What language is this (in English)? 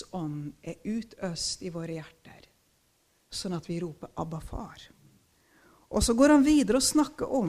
Norwegian